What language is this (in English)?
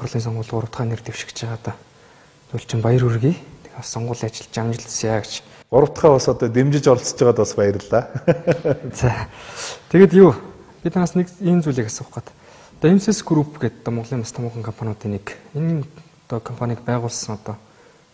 Mongolian